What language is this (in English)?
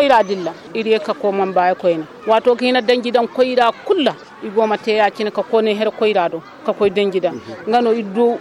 Zarma